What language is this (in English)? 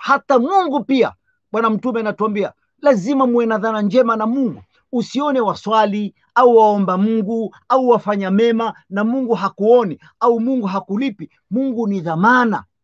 Swahili